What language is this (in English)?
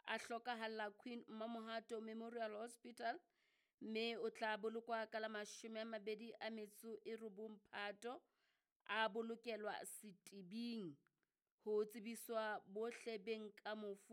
Southern Sotho